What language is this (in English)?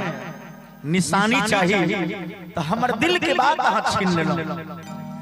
Maithili